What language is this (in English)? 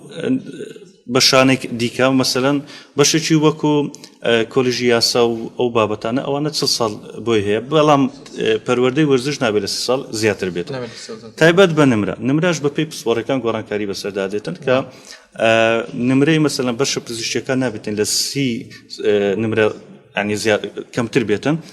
Central Kurdish